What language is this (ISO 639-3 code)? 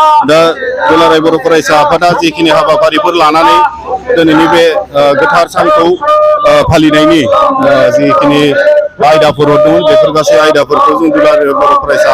brx